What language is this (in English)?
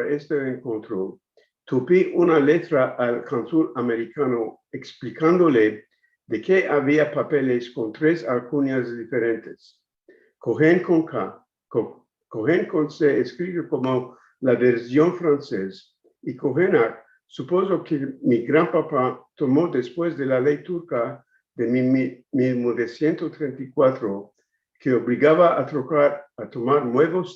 Ladino